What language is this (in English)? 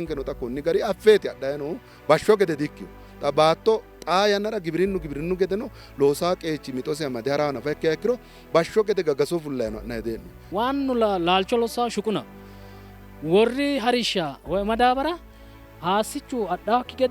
Sidamo